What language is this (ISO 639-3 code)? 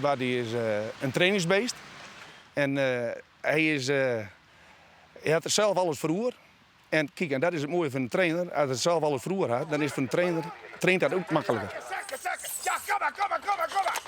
fry